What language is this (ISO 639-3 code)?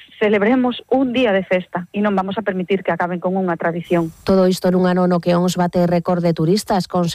glg